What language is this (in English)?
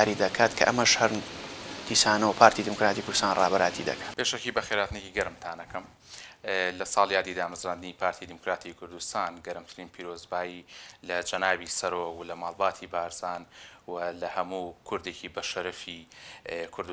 Central Kurdish